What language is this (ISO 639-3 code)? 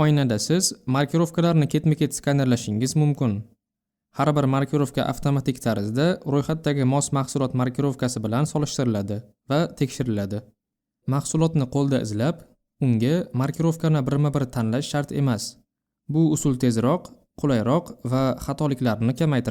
uzb